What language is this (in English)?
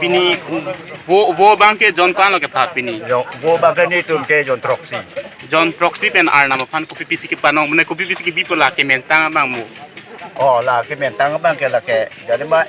Karbi